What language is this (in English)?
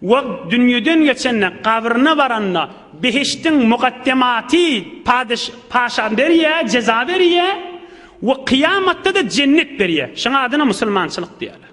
Turkmen